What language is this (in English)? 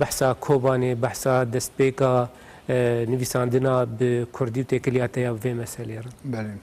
Kurdish